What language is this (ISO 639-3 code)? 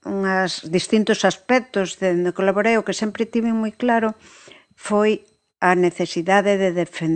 glg